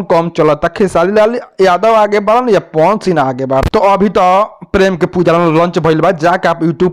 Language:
Bhojpuri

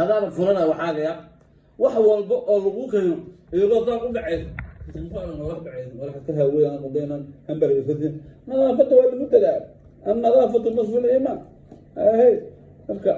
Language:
Somali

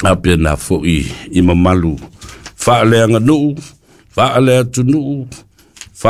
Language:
Samoan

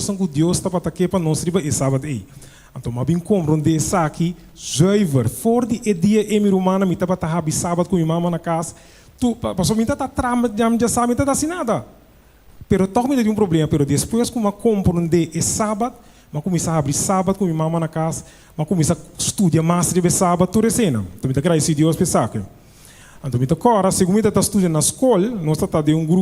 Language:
Papiamento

